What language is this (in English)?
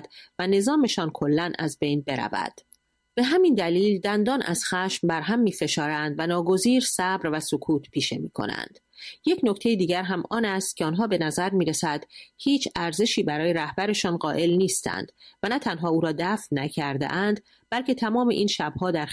Persian